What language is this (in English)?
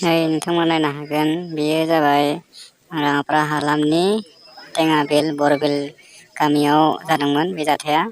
Bodo